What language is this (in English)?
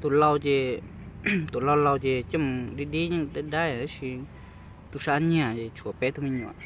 Hmong